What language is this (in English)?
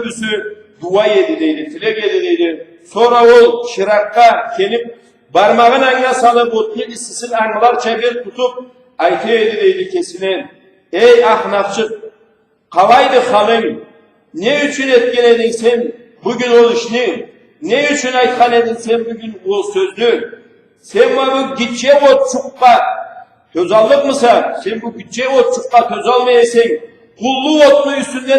Karachay-Balkar